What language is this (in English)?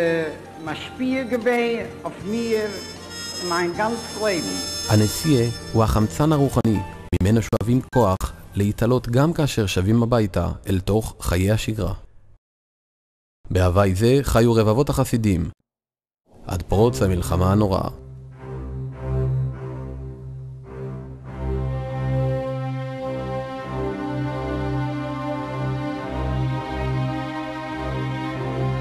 Hebrew